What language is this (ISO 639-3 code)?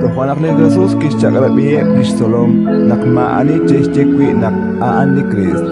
kek